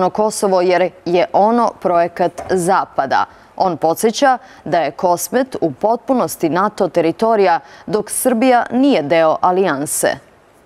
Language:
Serbian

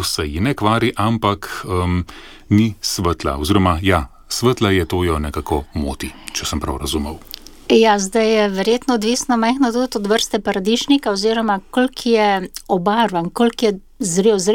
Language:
Slovenian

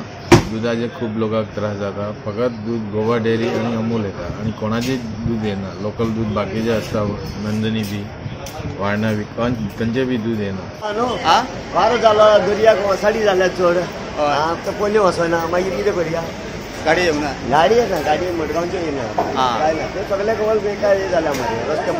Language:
Konkani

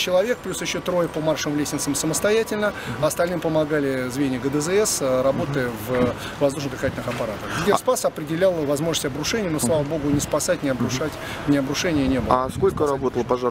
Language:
Russian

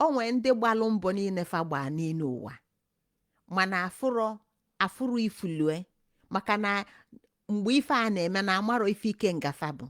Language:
Igbo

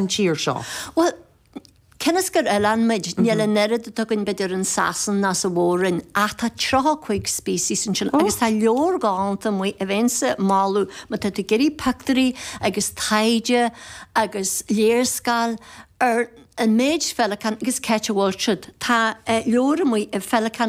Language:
Irish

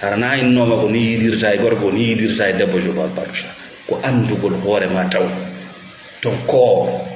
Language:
Fula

